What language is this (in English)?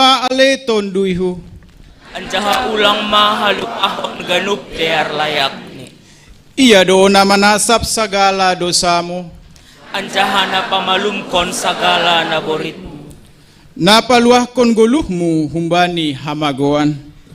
Batak Simalungun